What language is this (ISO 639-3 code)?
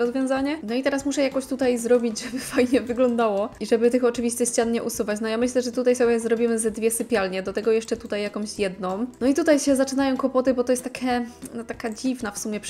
pol